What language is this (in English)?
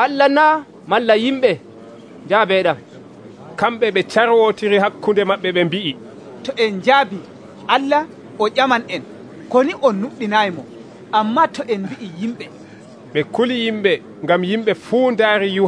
Nigerian Fulfulde